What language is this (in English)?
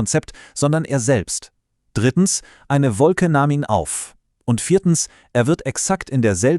Swiss German